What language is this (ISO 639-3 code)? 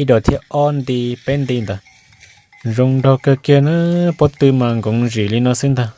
hmn